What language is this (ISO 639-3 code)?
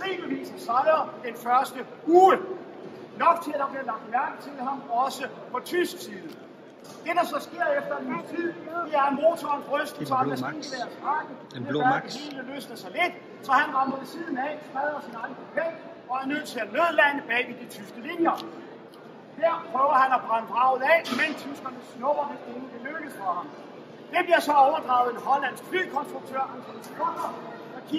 dan